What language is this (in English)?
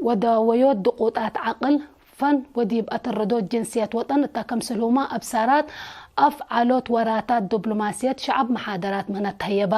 Tigre